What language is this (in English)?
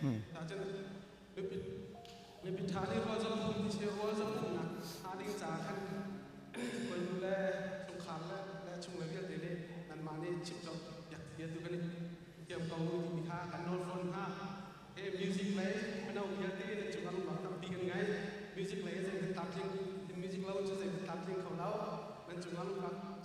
Hakha Chin